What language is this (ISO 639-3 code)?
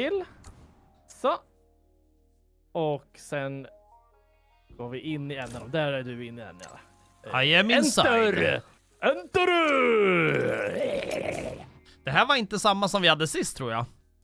swe